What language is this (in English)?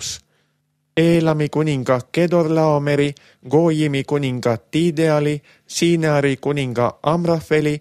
Estonian